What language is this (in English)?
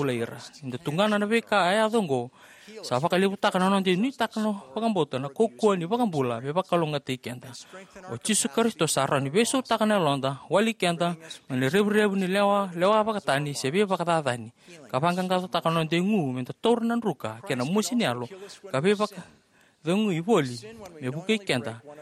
Fijian